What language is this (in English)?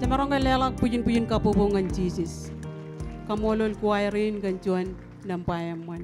Marshallese